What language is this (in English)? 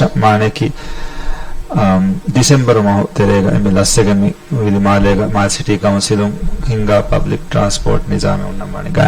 Divehi